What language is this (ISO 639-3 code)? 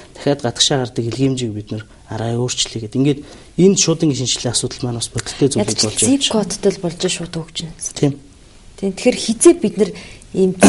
mon